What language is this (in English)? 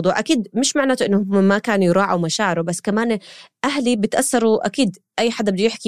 North Levantine Arabic